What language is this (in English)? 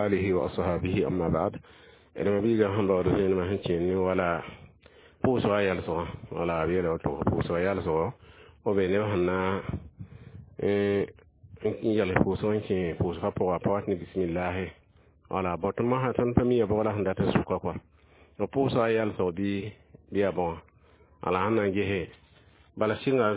Mossi